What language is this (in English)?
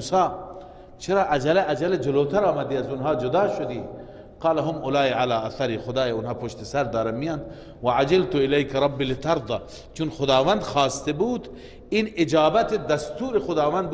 Persian